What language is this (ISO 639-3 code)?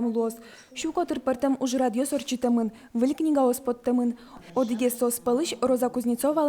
udm